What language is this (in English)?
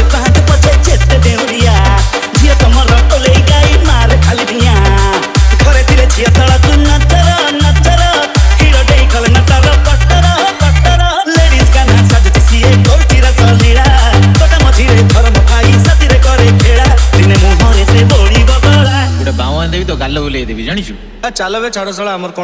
Odia